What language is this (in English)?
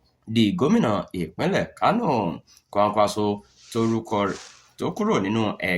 Yoruba